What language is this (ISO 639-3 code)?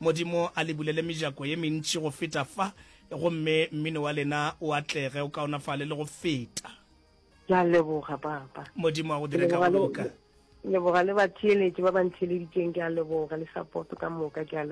nso